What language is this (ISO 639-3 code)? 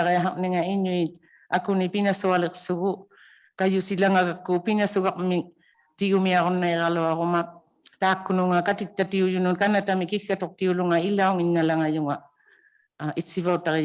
iku